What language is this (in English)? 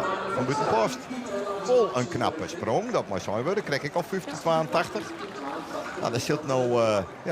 Western Frisian